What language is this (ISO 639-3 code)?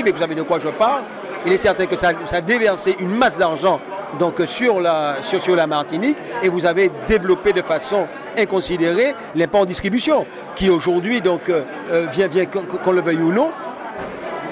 fra